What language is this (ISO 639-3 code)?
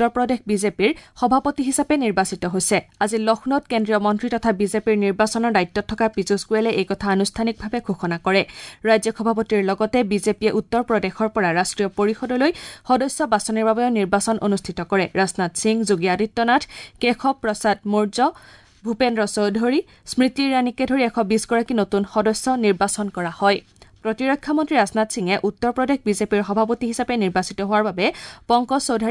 asm